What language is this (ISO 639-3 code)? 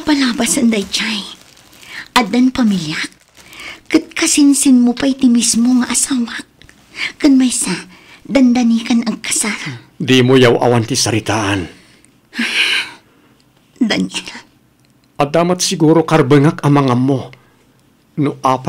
ilo